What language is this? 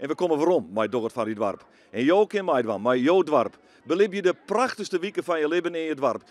Western Frisian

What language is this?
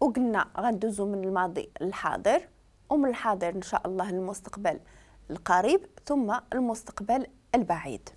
Moroccan Arabic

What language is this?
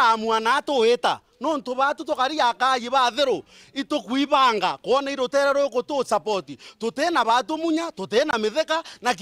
Meru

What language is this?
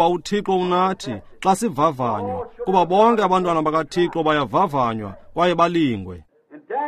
Xhosa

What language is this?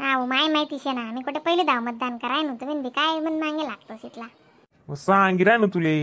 Khandesi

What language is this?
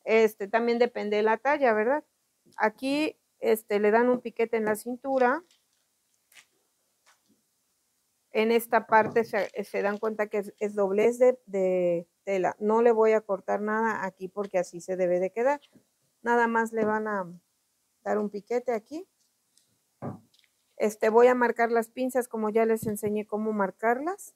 Spanish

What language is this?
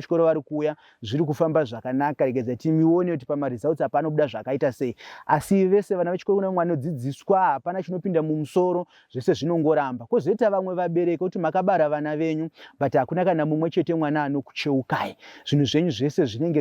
Shona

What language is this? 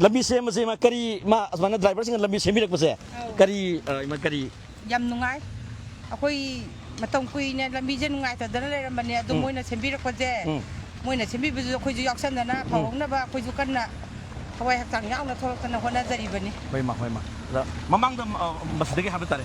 Manipuri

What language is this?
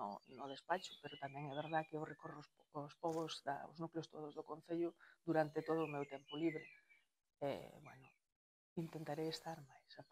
Galician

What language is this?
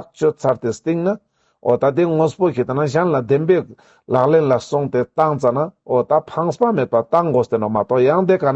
Ladakhi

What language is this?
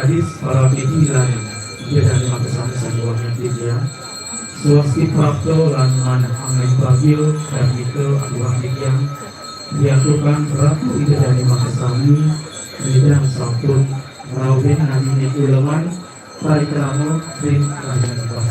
Balinese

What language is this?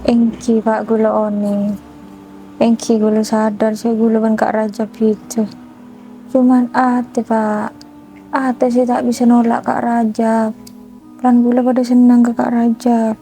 Madurese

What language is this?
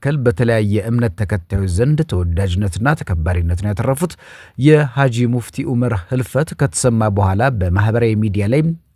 Amharic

